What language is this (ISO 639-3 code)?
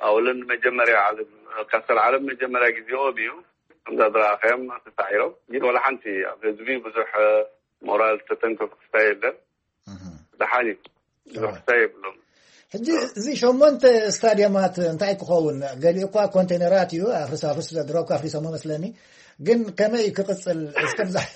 tir